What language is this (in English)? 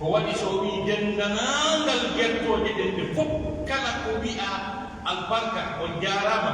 Pular